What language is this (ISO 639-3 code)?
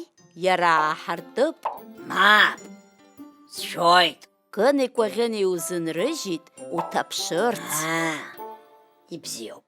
abk